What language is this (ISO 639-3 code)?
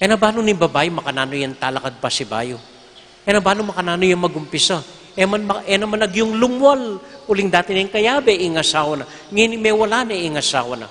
pam